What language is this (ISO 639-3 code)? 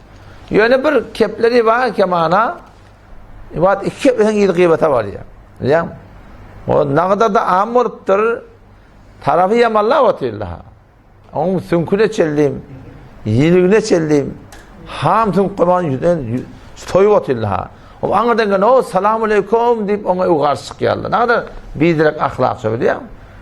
tuk